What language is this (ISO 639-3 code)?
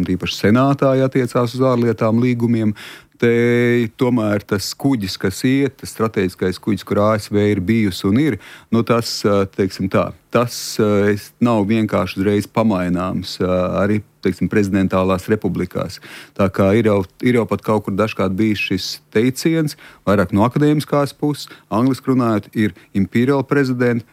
lav